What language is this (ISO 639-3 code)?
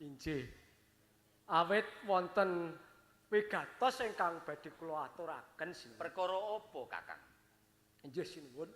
jav